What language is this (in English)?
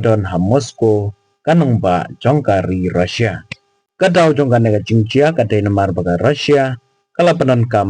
Khasi